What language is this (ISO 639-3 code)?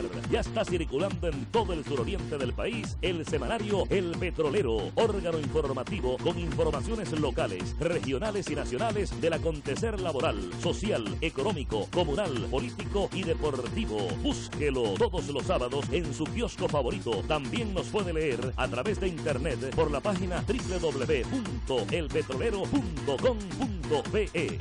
spa